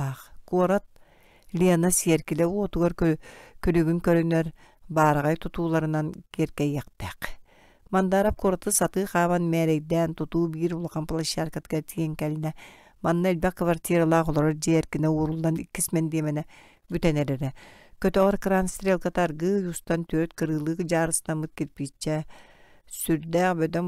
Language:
Yakut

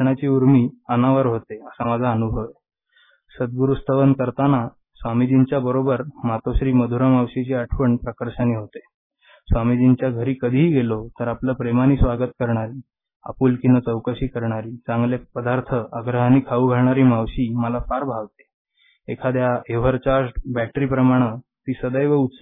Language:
Marathi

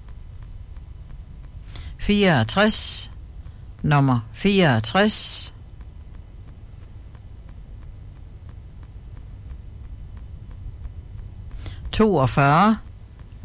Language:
Danish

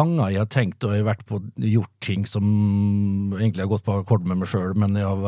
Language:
Norwegian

